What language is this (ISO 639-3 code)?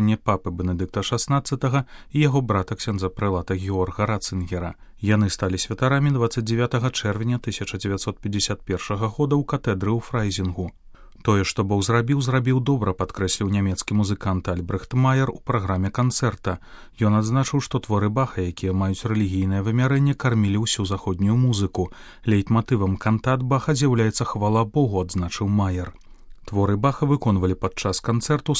bel